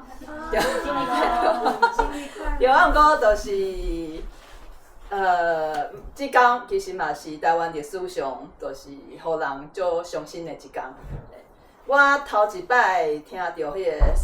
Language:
Min Nan Chinese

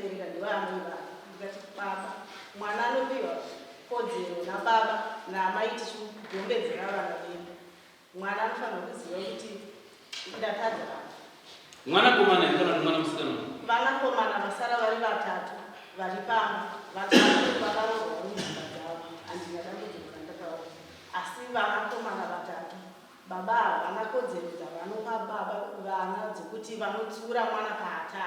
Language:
Shona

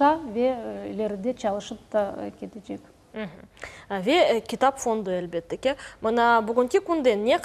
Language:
Crimean Tatar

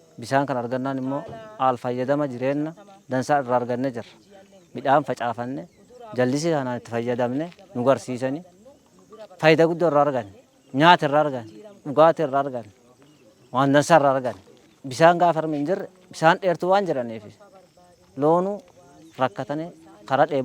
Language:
Oromo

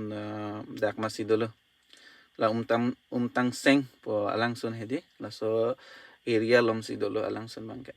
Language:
Karbi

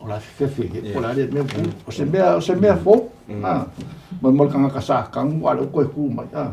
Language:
Samoan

